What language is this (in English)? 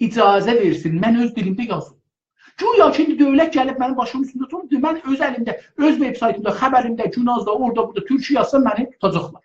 South Azerbaijani